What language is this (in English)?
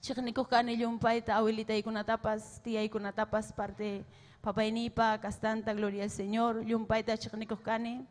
Ayacucho Quechua